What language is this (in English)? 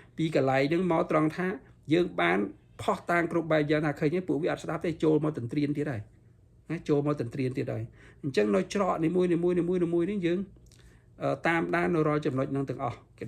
Khmer